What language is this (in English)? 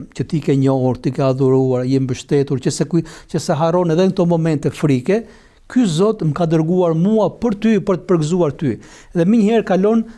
Albanian